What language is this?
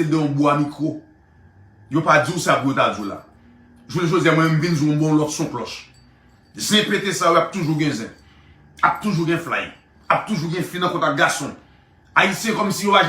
Haitian Creole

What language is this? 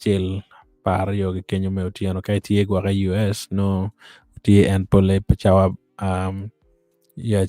Acoli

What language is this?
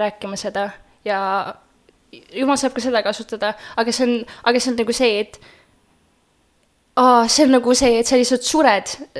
Estonian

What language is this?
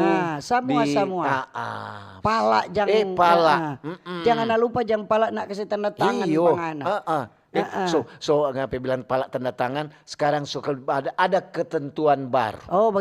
Manado Malay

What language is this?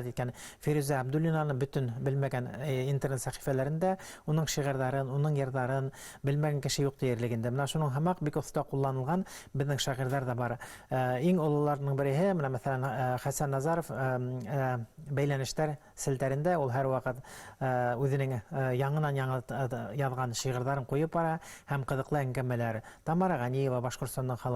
Bashkir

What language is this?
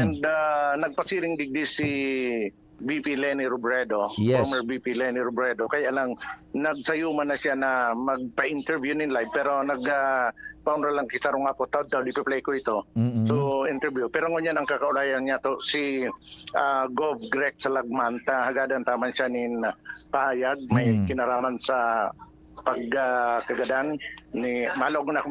Bikol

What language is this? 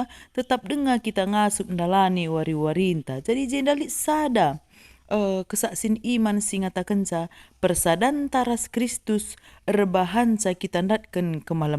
Batak Karo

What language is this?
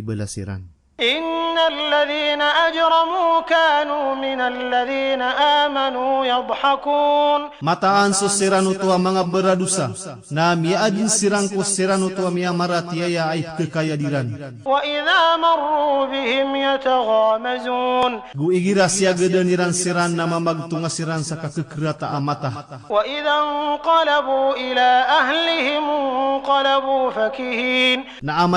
Maranao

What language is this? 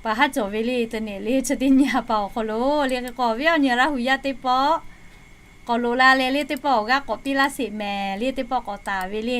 Lahu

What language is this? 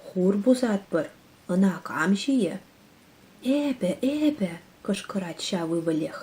Chuvash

